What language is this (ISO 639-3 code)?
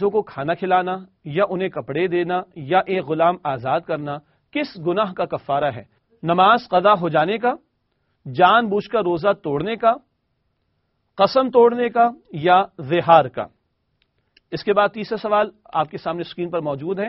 urd